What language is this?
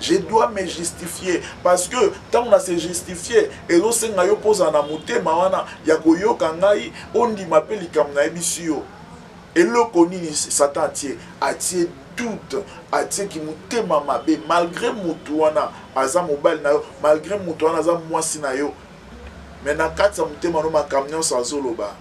Lingala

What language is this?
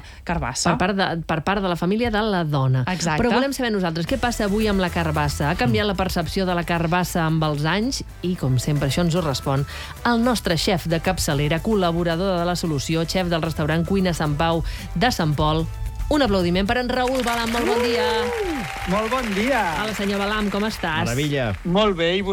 Catalan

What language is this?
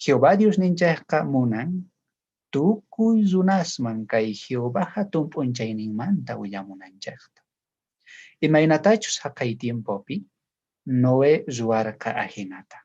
South Bolivian Quechua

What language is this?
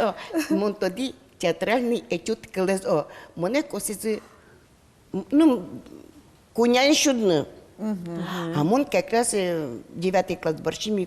Udmurt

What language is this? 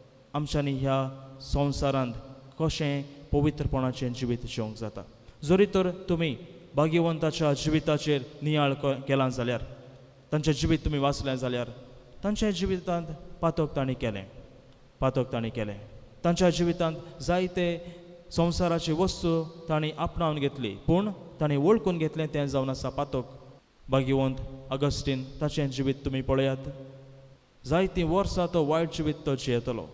Konkani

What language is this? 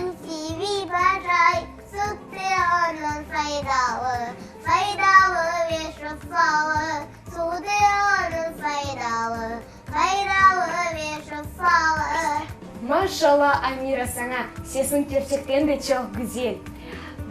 Crimean Tatar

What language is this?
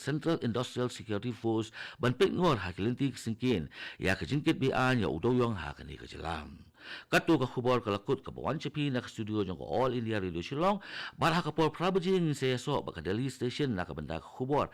Khasi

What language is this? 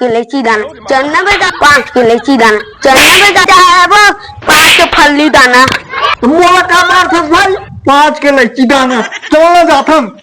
Chhattisgarhi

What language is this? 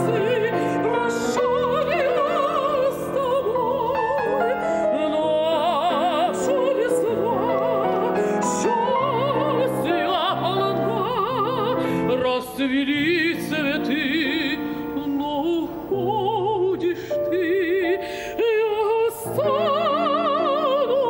Russian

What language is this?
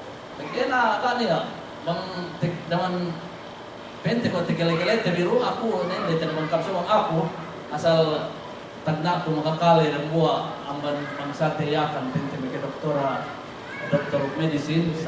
Yakan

